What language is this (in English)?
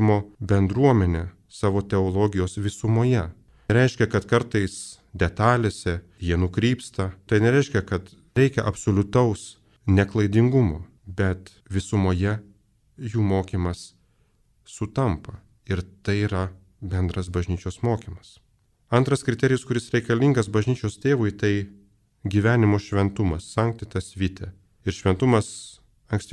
Lithuanian